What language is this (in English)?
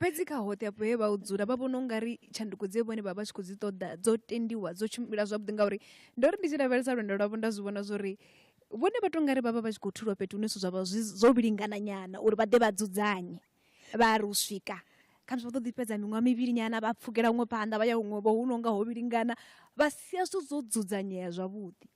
Venda